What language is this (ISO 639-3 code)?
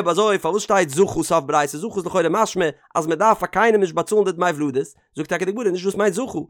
yid